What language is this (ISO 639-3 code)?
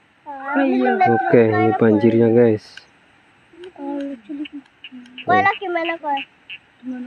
ind